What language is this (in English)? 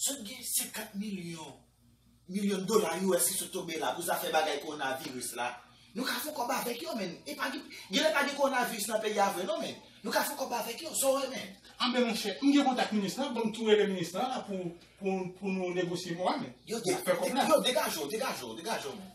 Haitian Creole